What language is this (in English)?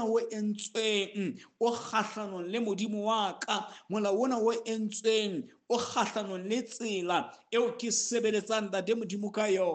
Southern Sotho